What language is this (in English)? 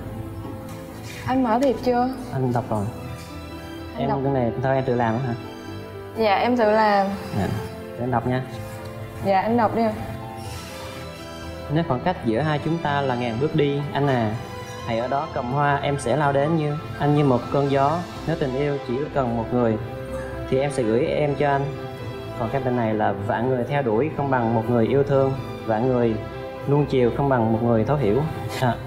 Vietnamese